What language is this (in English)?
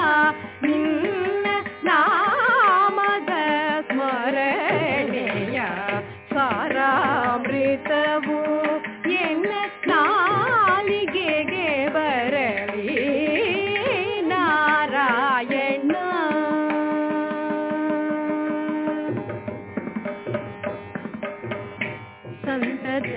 Kannada